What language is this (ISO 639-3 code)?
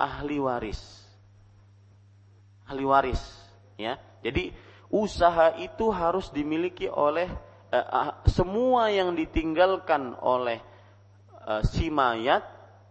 ind